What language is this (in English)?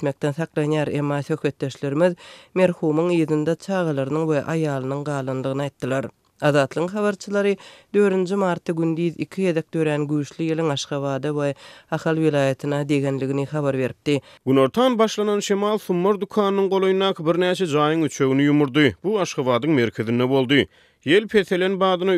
Turkmen